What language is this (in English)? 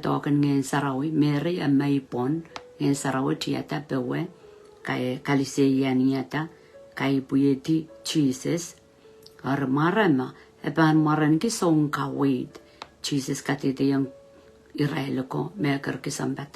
Pohnpeian